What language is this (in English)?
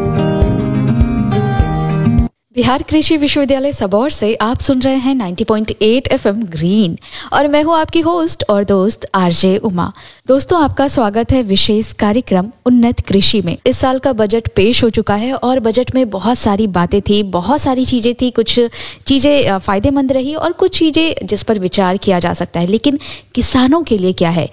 Hindi